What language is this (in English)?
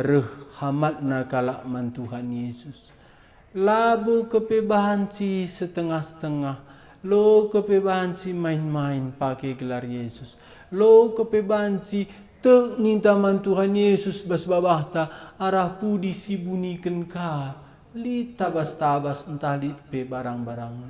Batak Karo